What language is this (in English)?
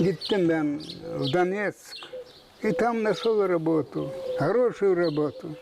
Gagauz